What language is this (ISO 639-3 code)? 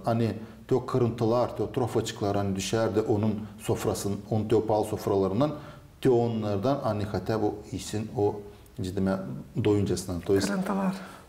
gag